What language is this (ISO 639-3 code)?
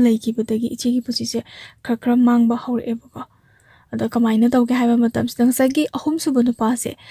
mni